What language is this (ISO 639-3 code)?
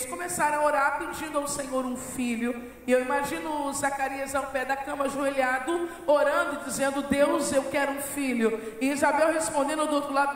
por